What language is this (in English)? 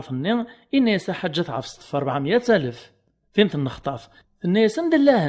Kabyle